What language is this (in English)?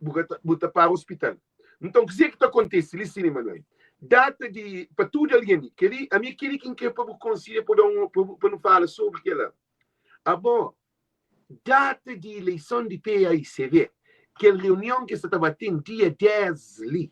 Kabuverdianu